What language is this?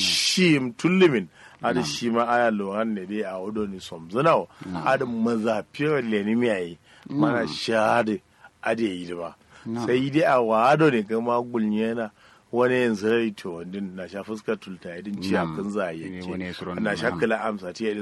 Kanuri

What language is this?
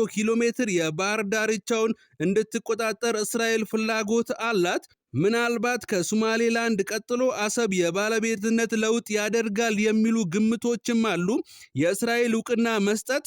Amharic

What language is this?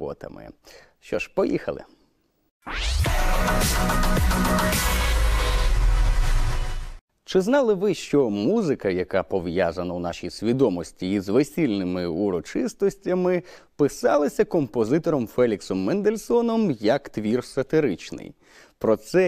Ukrainian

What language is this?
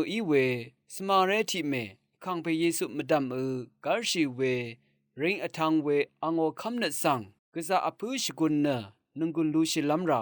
Rawang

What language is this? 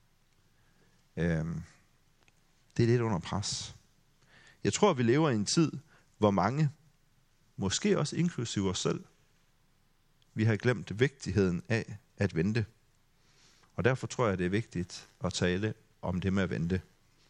Danish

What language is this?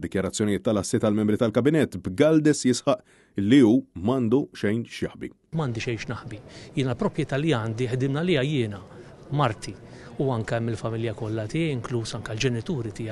Maltese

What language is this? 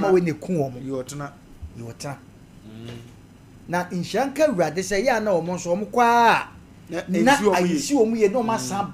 Akan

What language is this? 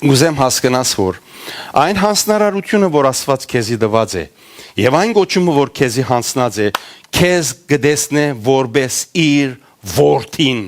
Western Armenian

